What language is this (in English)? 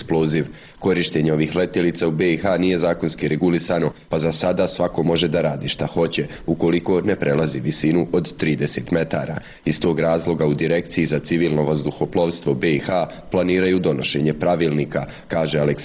Bosnian